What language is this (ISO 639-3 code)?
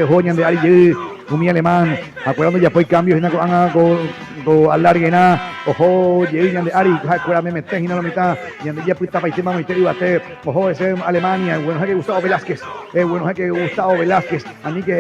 grn